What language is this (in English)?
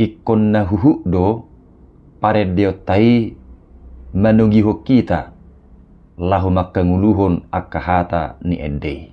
Batak Toba